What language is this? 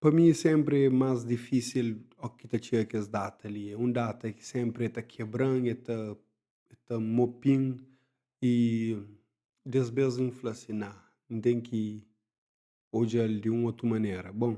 Kabuverdianu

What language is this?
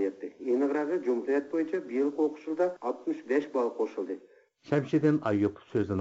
Uyghur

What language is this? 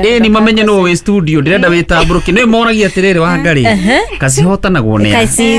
Kikuyu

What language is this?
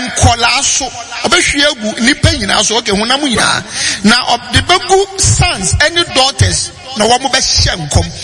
Akan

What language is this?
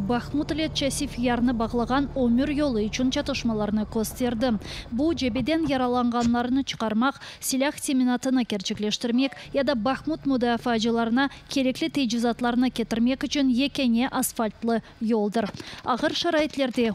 Crimean Tatar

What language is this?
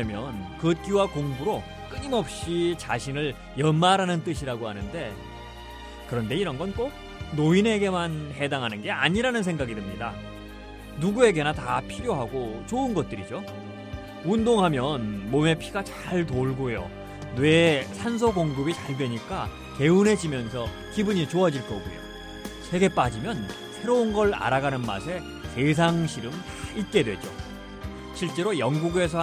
Korean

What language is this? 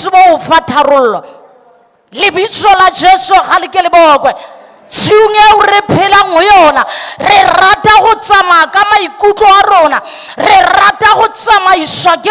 Southern Sotho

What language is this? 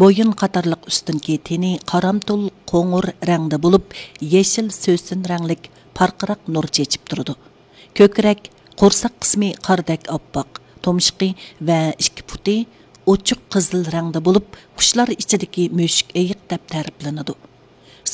Uyghur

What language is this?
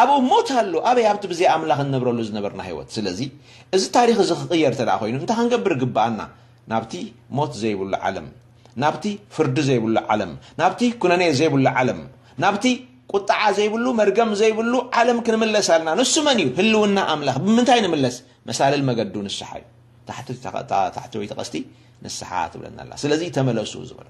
Tigrinya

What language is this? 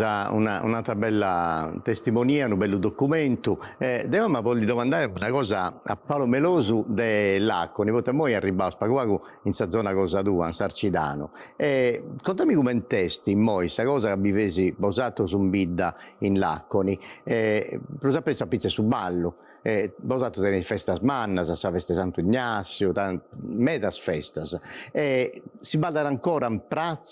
Sardinian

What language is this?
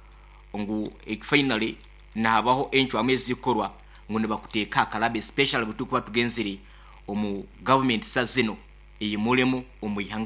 Nyankole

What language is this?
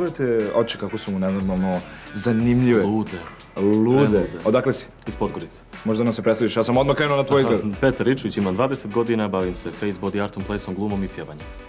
Serbian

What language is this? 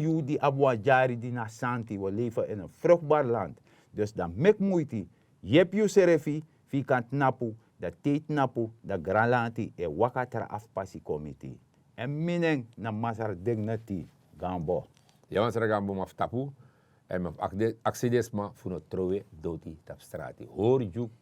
Sranan Tongo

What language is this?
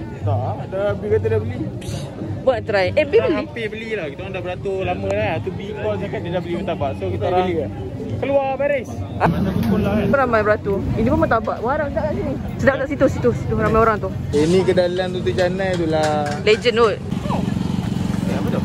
Malay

